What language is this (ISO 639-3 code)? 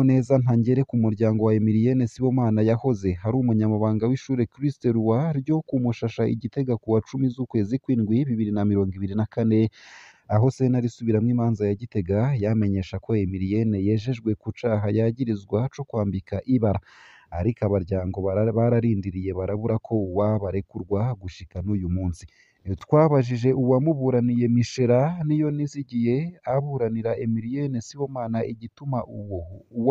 run